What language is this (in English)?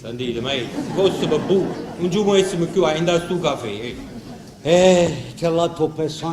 Neapolitan